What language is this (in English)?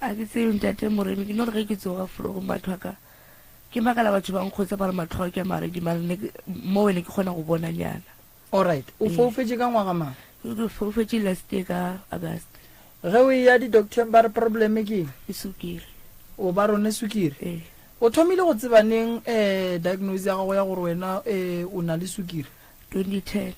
Northern Sotho